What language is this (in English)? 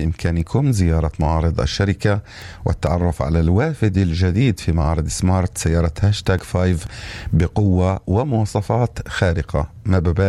North Levantine Arabic